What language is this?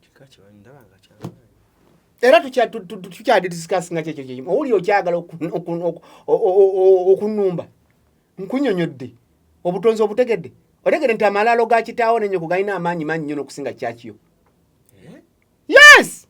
Ganda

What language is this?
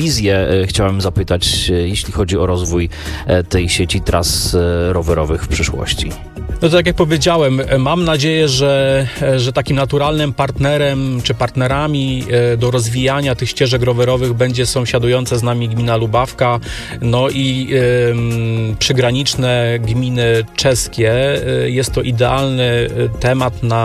Polish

